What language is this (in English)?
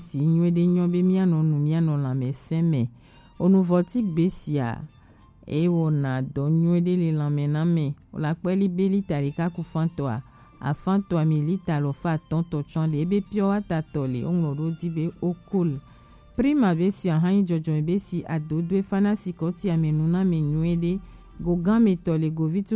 Gen